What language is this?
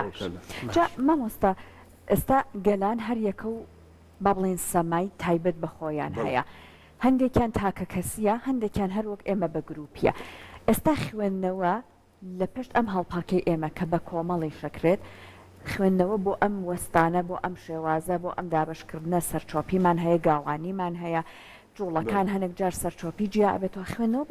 Central Kurdish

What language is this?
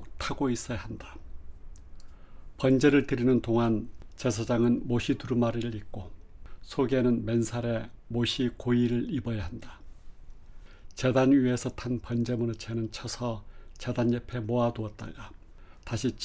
Korean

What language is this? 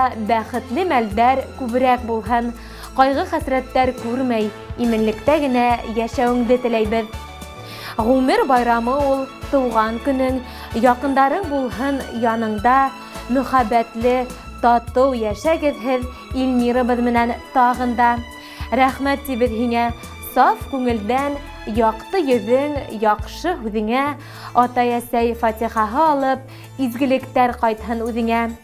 Bashkir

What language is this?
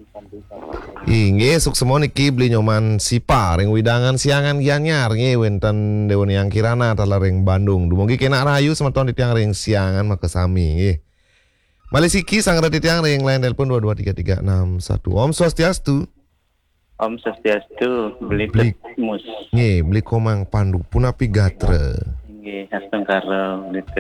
Balinese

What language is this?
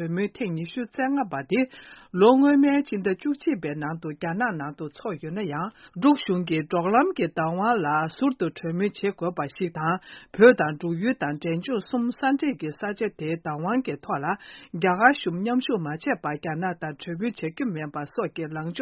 Tibetan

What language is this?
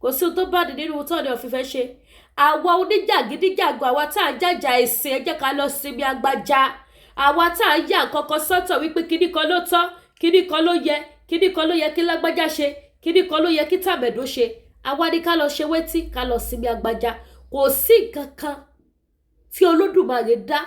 Yoruba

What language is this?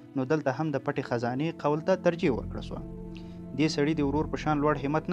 Pashto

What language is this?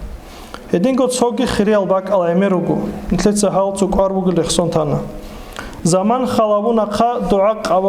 Avaric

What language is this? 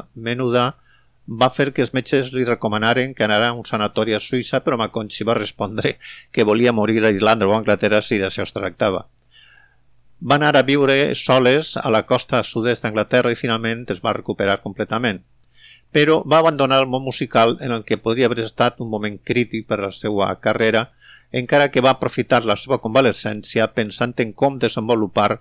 Catalan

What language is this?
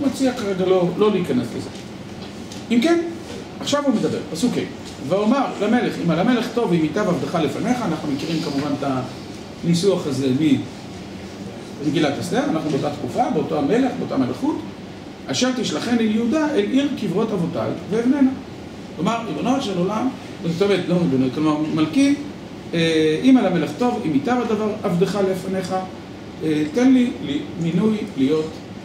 Hebrew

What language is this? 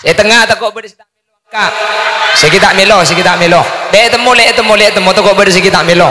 Madurese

